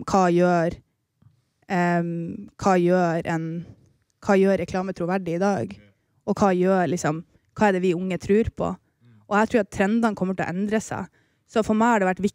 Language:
Norwegian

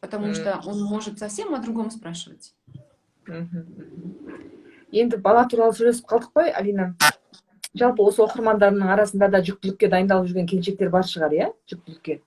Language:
Kazakh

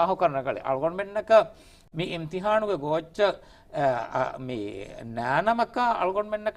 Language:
Divehi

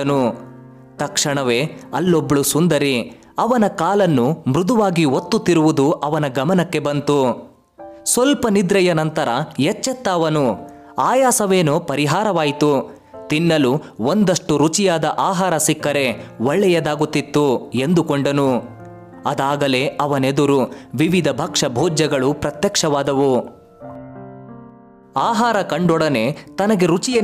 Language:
Kannada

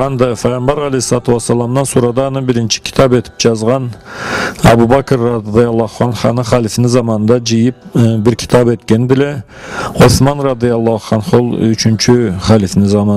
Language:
Karachay-Balkar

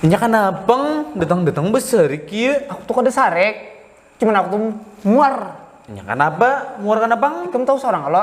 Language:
Banjar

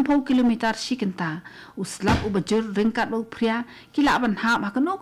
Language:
Khasi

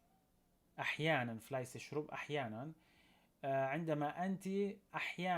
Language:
North Levantine Arabic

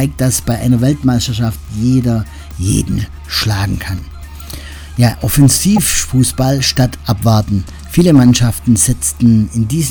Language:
German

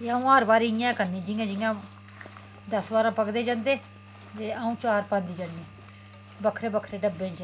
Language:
Dogri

